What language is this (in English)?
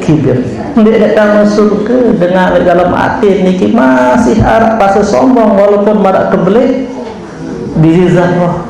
Sasak